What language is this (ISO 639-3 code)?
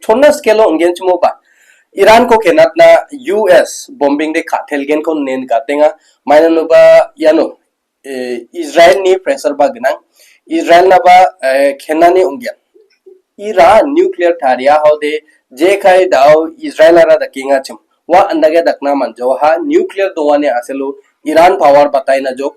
grt